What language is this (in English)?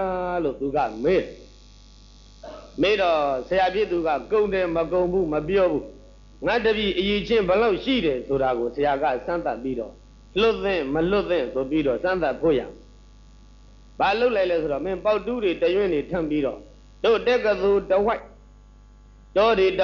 Burmese